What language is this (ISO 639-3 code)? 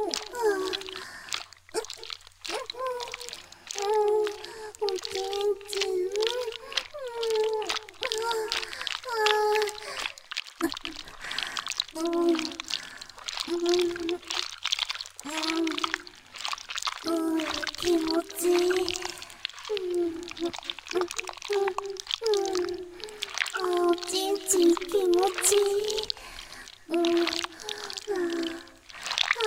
jpn